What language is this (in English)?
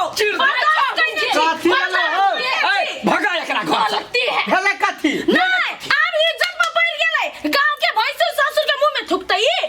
Maithili